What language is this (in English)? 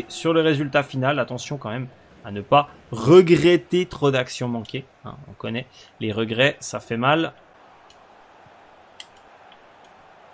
French